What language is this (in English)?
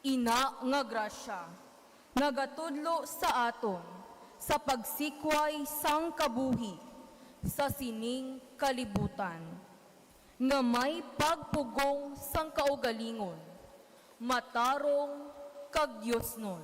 Hiligaynon